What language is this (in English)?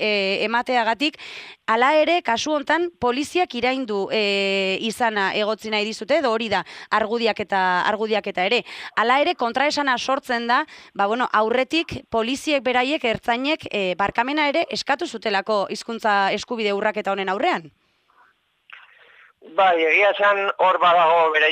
Basque